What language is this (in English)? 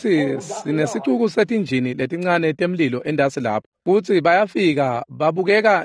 Swati